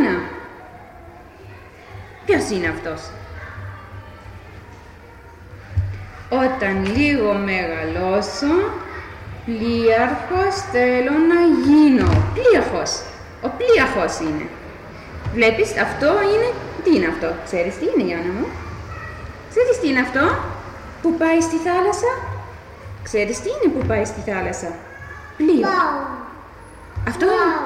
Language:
Greek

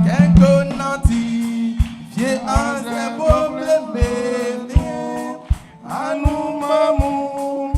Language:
Baoulé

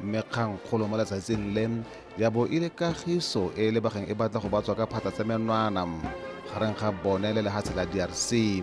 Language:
Tswana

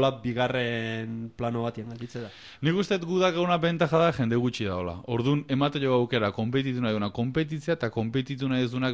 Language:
Basque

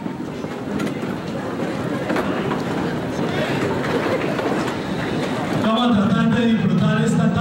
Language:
Spanish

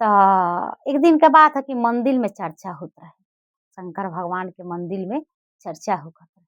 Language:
Bhojpuri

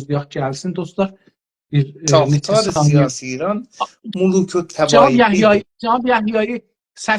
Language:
South Azerbaijani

